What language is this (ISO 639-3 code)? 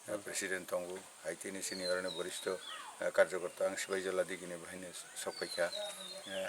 trp